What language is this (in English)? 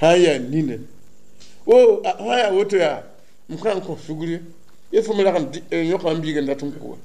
Mossi